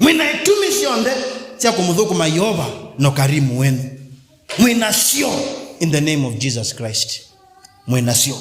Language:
Kamba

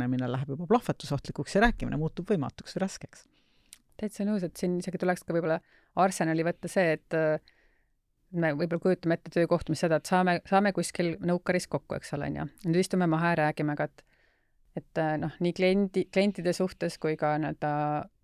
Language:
Estonian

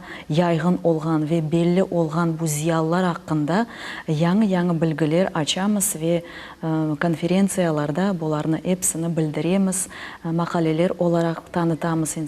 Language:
Crimean Tatar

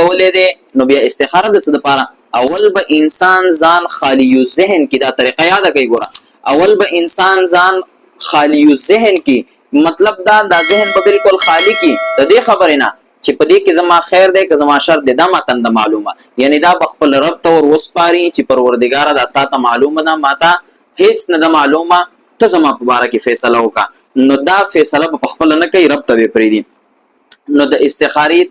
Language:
Pashto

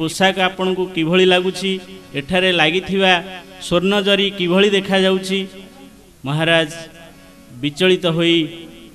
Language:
Odia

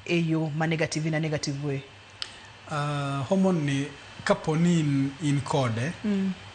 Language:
Luo (Kenya and Tanzania)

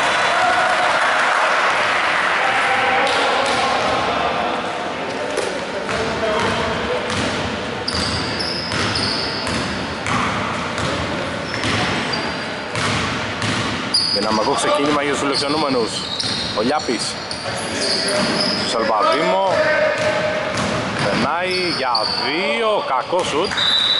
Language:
Greek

